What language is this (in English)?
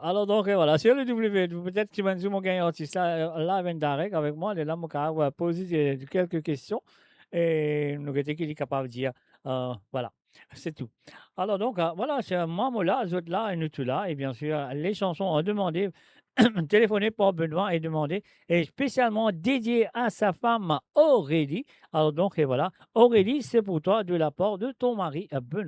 Morisyen